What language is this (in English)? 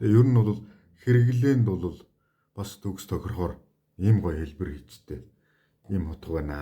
Mongolian